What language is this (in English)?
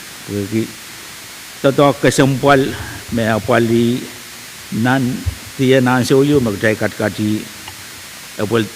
Pohnpeian